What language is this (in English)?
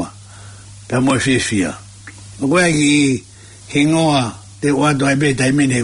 Tongan